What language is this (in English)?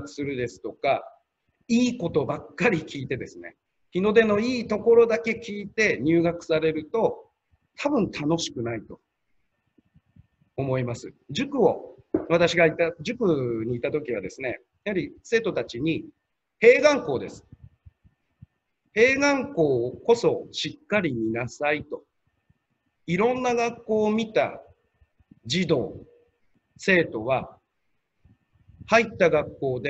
Japanese